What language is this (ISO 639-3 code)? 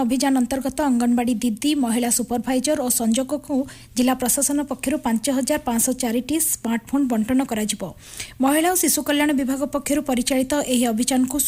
ori